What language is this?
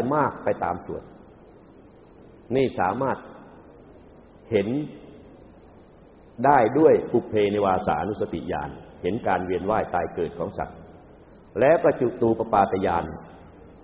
Thai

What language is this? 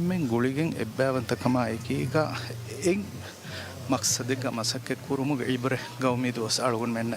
Divehi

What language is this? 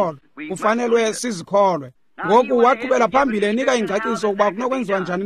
Xhosa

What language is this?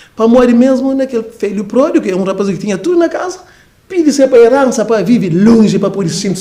Kabuverdianu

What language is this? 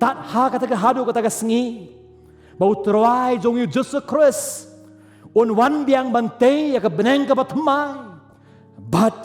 Khasi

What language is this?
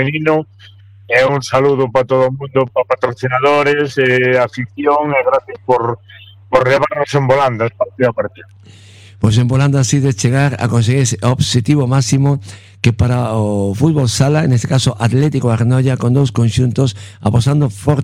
Galician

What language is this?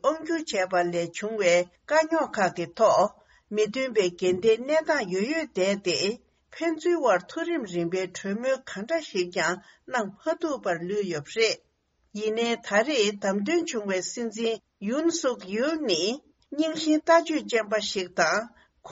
Tibetan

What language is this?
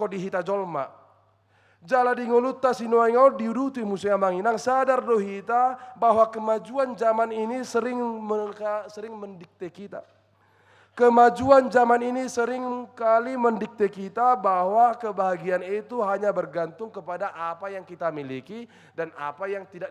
Batak Toba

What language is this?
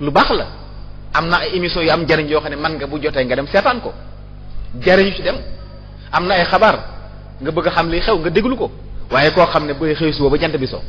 Wolof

